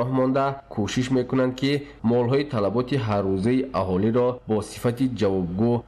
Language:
Tajik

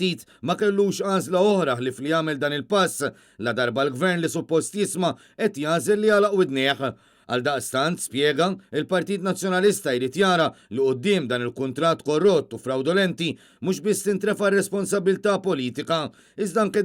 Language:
Maltese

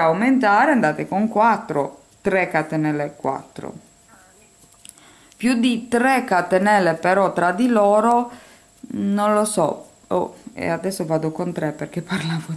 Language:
Italian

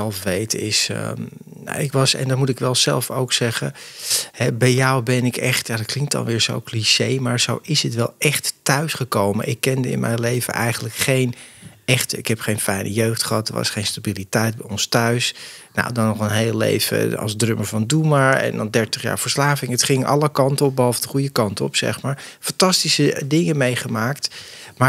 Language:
Dutch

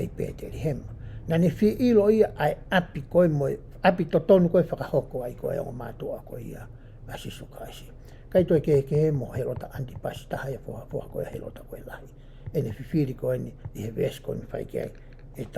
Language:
Tongan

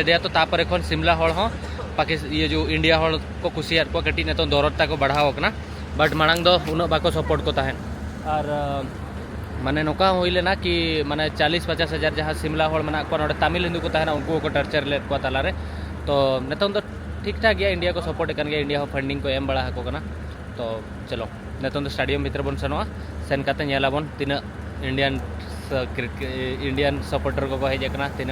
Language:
Santali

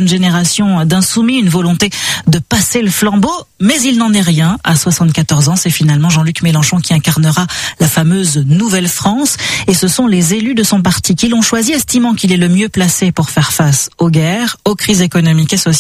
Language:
French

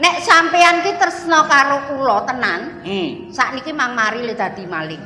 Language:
Javanese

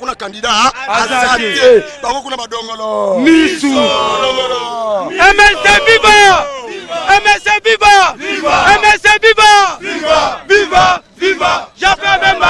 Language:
Lingala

